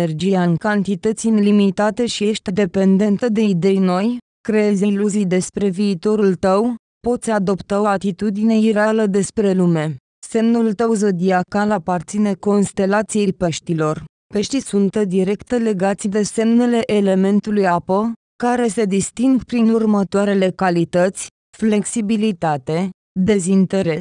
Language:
Romanian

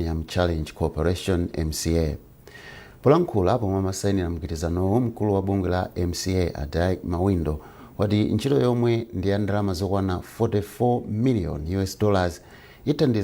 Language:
Nyanja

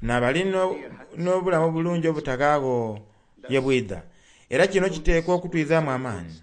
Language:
Soga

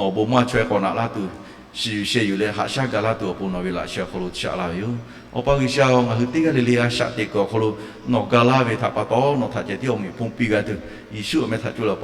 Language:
Lahu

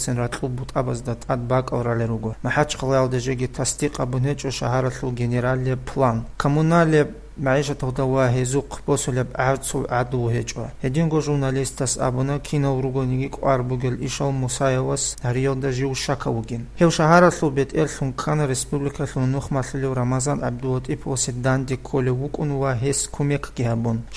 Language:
Avaric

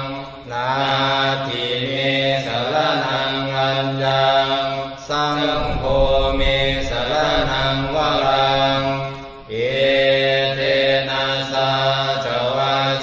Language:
Pali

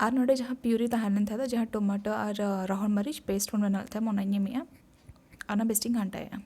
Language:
Santali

